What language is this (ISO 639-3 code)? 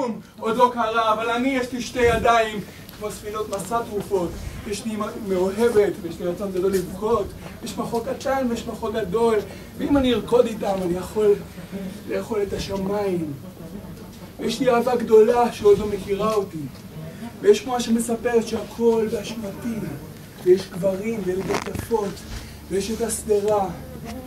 heb